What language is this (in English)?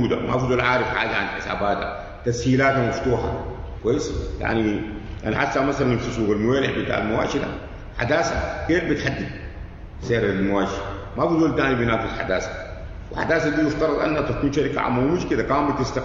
Sudanese Arabic